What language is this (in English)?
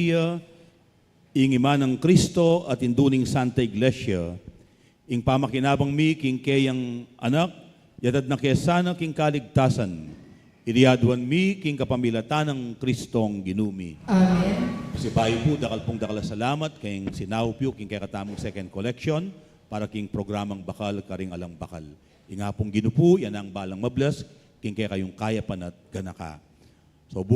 Pampanga